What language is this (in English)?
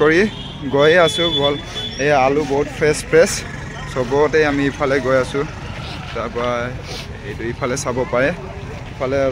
Assamese